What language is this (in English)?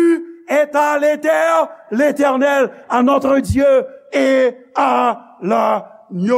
Haitian Creole